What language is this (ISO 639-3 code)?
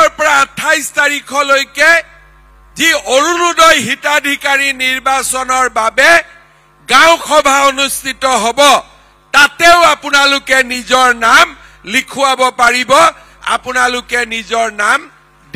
asm